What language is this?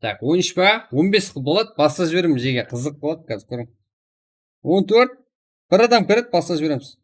Kara-Kalpak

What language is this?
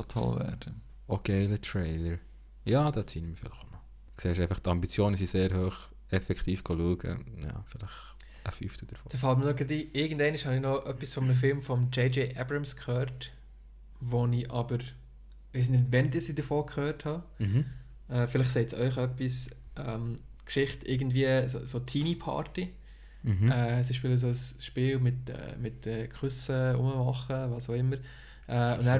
Swiss German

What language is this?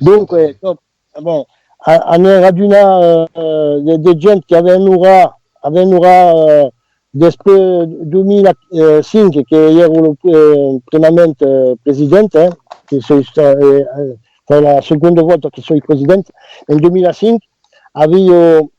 Occitan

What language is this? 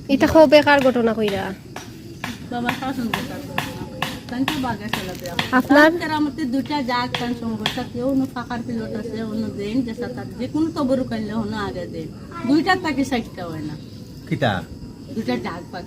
Sylheti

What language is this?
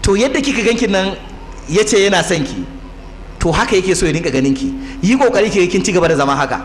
Hausa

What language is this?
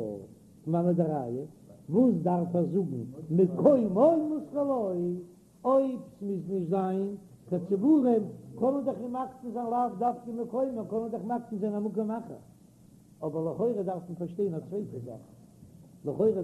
Yiddish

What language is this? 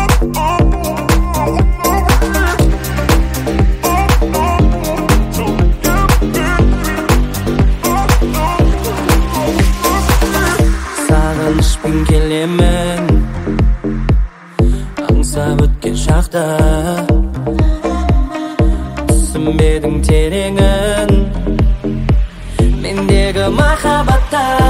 Kazakh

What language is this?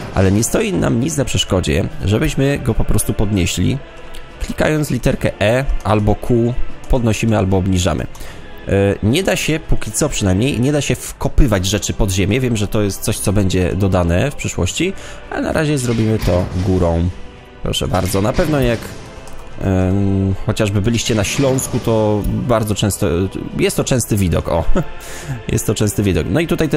Polish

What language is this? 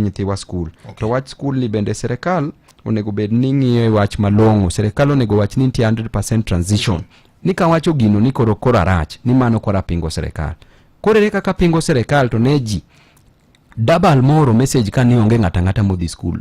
Luo (Kenya and Tanzania)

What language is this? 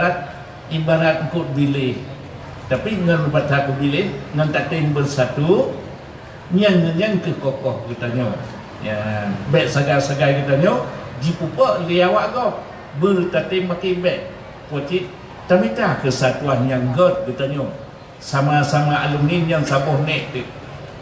Achinese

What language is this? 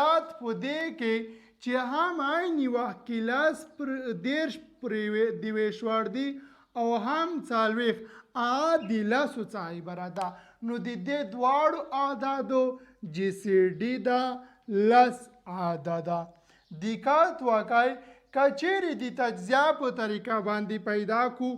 Pashto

